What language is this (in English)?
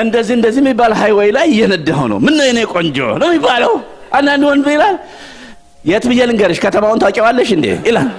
Amharic